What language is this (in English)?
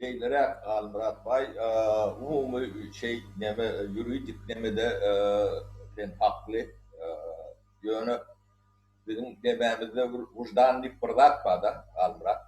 Turkmen